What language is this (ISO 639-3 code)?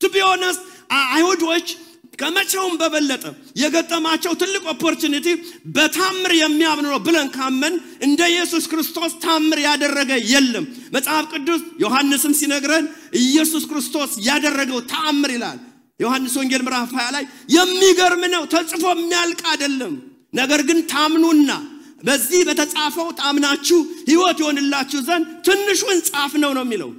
amh